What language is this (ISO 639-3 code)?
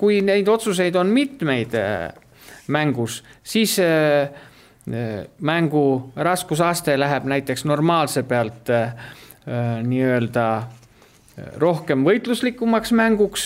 est